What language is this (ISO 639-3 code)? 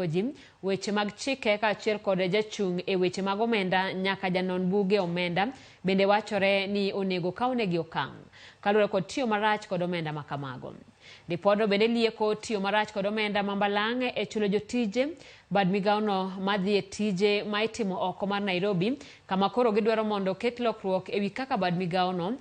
luo